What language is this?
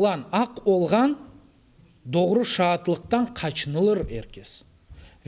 Crimean Tatar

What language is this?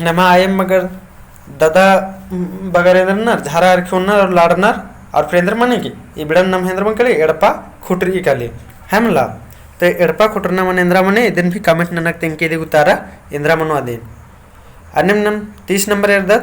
Kurukh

